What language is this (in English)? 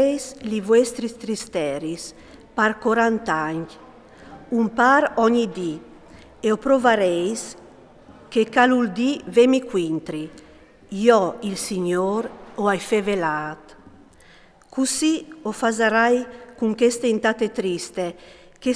Friulian